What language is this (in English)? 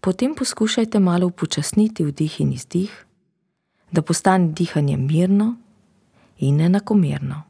Slovenian